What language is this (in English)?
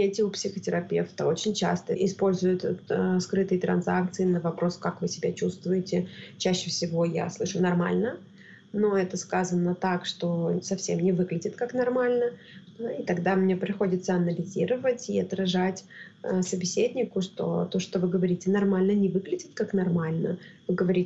Russian